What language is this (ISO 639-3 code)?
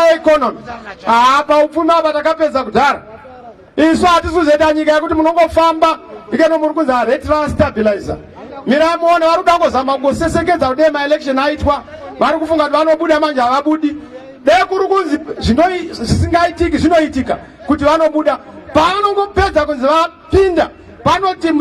sna